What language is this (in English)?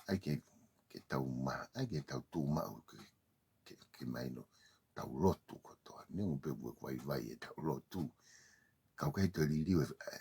Tongan